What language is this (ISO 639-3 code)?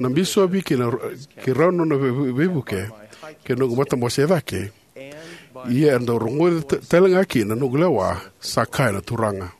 fij